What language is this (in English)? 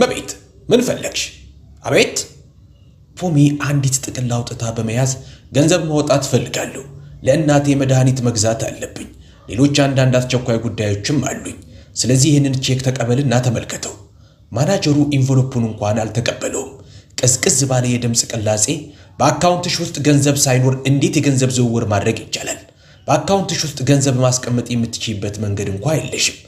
Amharic